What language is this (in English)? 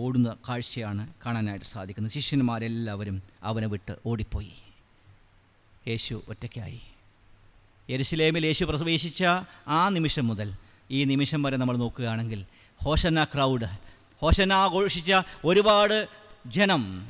Malayalam